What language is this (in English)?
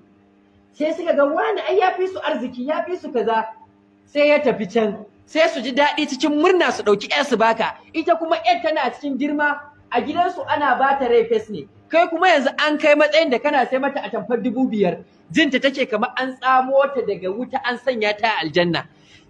Hausa